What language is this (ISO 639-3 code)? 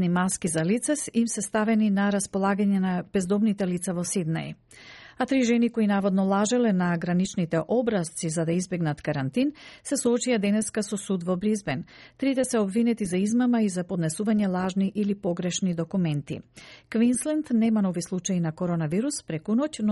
mkd